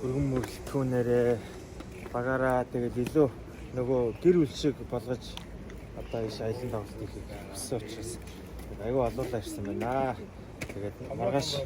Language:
Mongolian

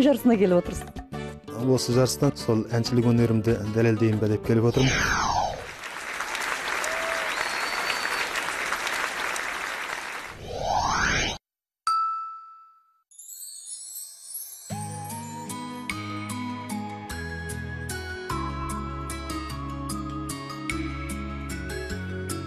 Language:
Kazakh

